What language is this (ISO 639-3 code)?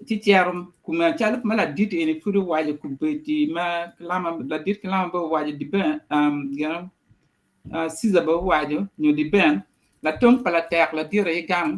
ach